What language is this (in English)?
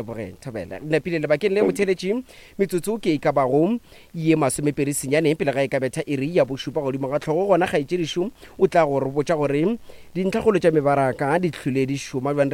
Northern Sotho